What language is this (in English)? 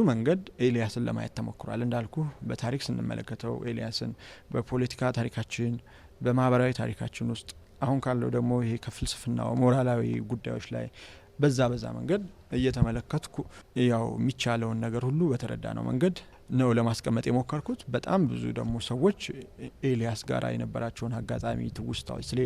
Amharic